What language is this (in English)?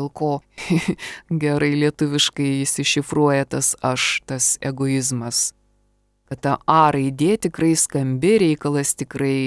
Lithuanian